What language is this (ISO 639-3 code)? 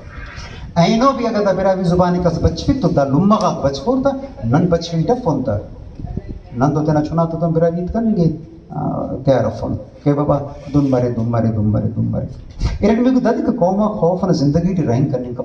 brh